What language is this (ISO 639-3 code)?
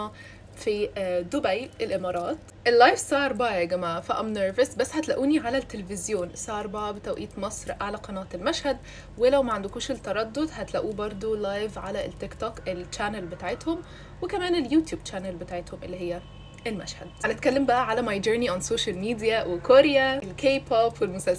arz